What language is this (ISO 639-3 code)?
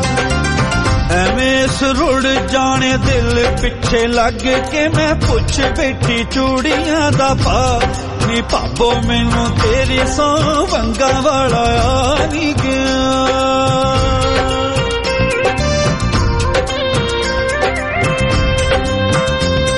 pan